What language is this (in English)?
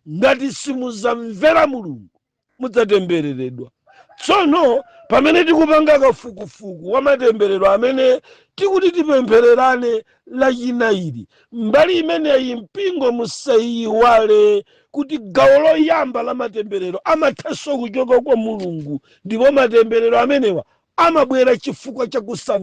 Nyanja